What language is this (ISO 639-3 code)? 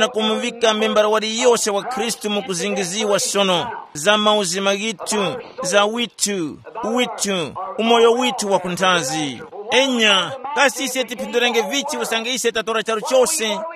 tum